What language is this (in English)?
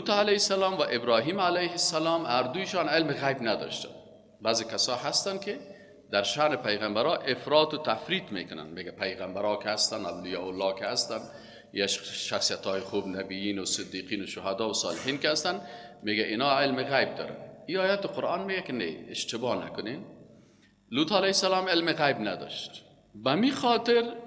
Persian